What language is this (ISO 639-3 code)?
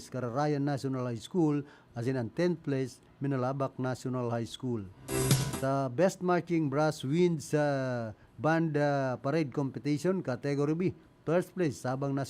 bik